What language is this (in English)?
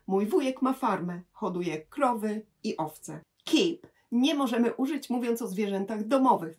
Polish